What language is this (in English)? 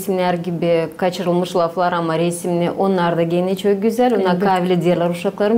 Gagauz